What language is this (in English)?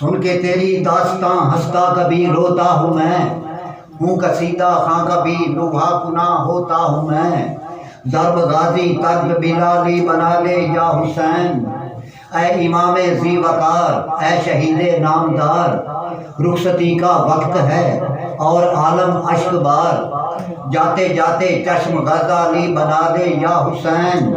Saraiki